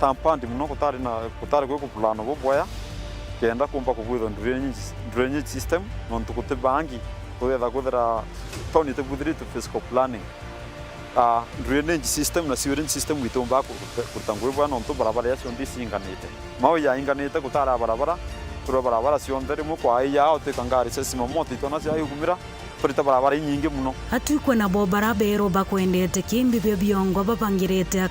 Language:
Meru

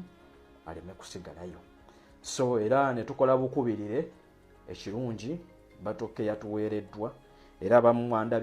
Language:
Ganda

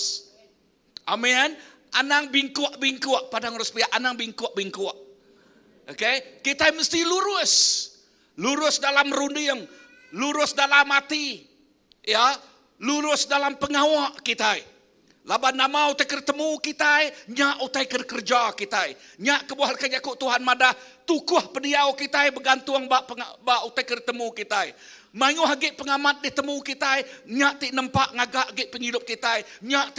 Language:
Iban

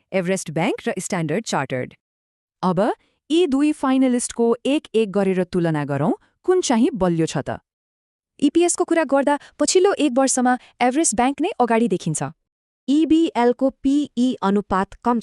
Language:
Nepali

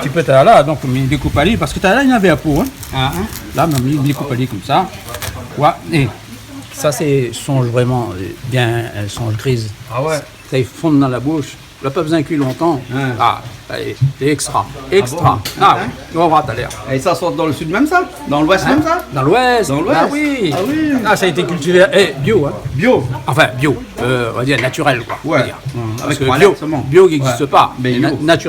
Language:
Réunion Creole French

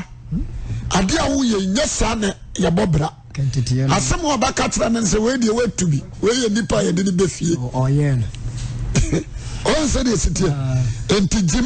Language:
Akan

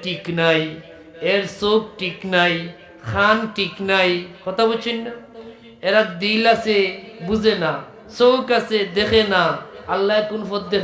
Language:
Sylheti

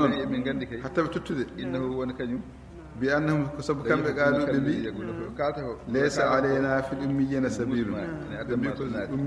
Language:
Fula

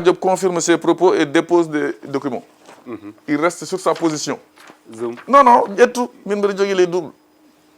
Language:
Fula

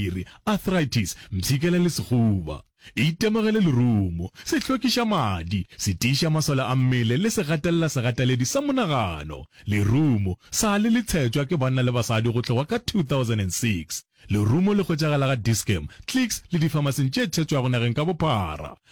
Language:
Northern Sotho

